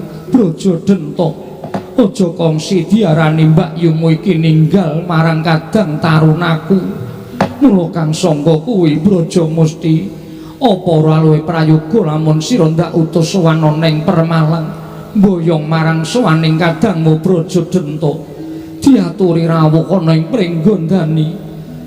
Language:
Javanese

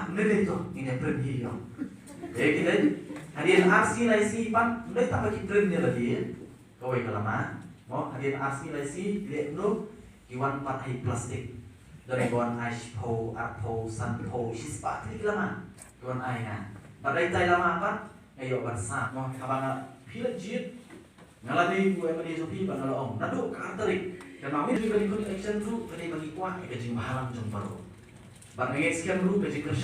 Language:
Khasi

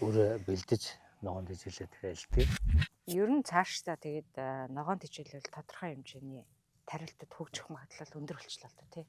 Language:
Mongolian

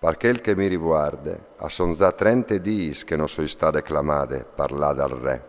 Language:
Friulian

